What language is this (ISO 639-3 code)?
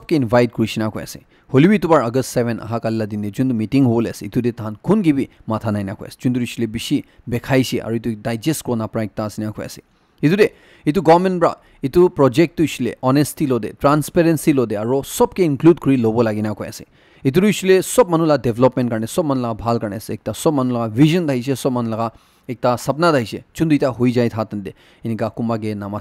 nag